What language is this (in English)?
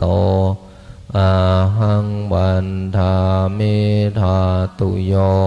Pali